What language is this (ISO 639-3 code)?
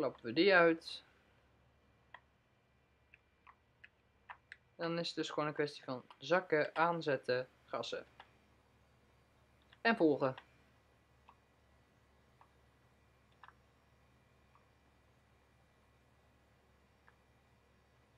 nld